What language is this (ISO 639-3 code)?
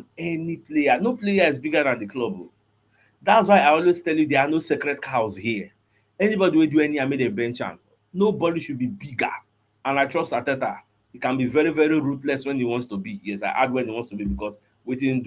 pcm